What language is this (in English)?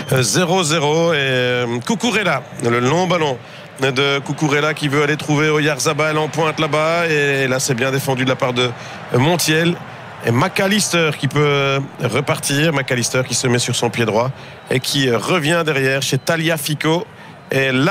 French